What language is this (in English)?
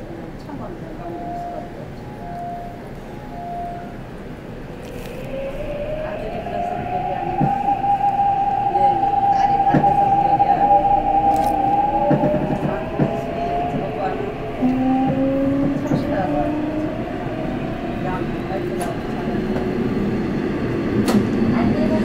Korean